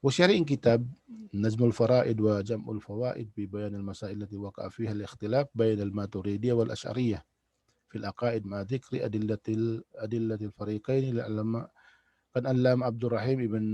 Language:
Tausug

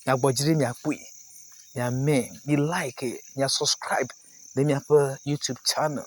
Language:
Ewe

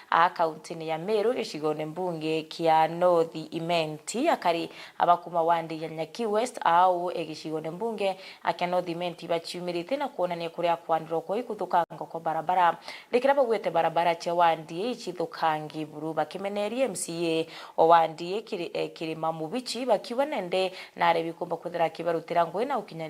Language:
Meru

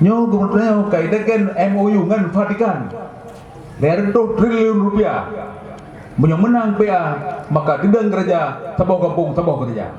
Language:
Achinese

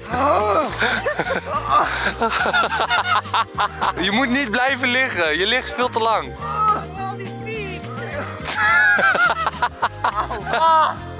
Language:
Dutch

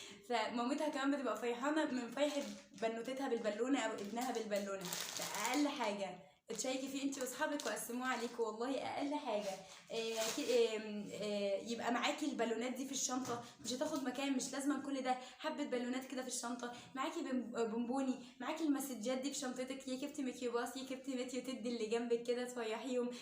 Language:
Egyptian Arabic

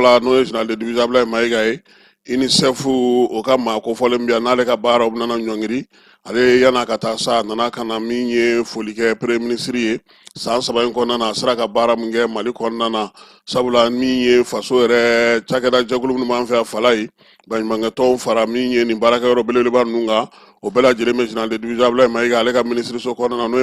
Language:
Bambara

